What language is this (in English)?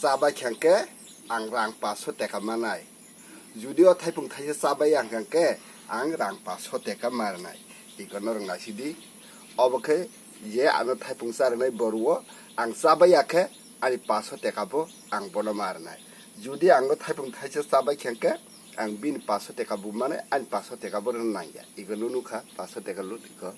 Kok Borok